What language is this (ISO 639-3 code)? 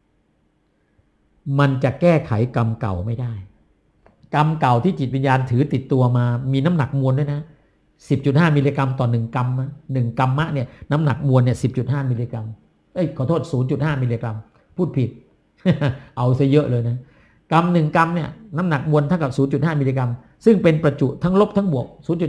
tha